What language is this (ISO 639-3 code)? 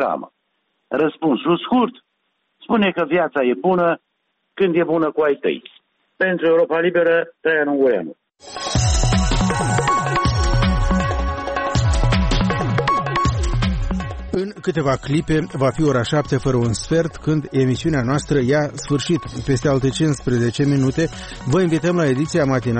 ron